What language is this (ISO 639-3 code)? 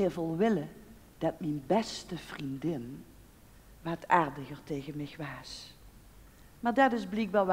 lim